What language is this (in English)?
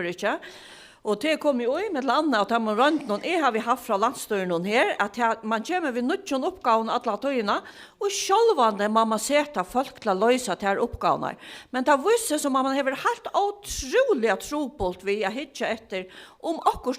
Faroese